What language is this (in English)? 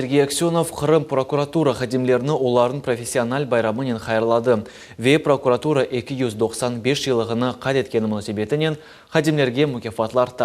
Crimean Tatar